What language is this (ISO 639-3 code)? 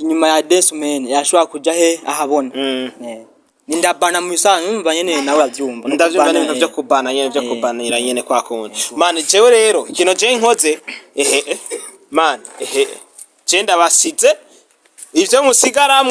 run